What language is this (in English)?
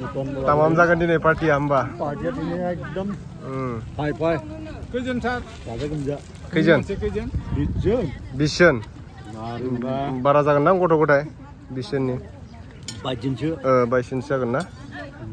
Bodo